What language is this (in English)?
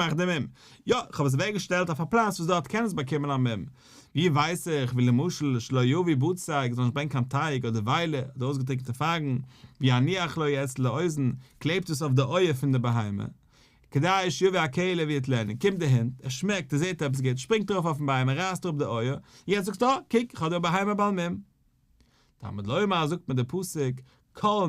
Yiddish